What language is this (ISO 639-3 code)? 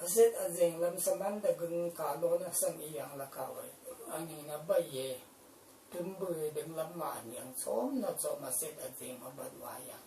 raw